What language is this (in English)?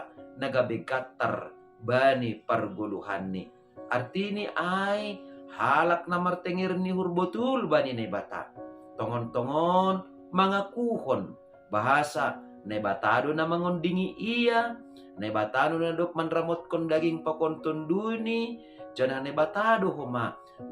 Batak Simalungun